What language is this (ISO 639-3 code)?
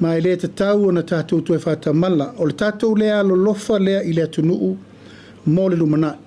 smo